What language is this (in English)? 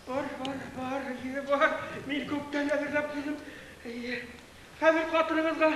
Bashkir